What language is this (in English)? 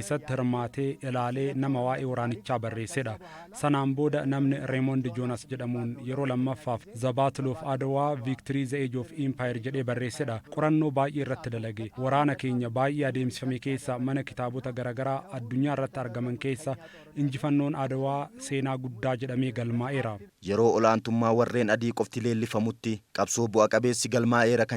Oromo